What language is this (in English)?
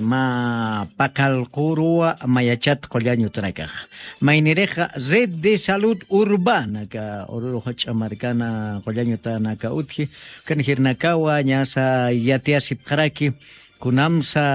Aymara